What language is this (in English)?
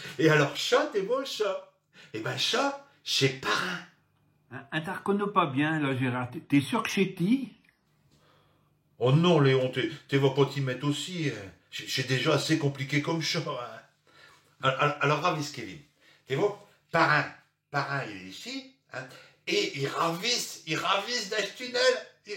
Picard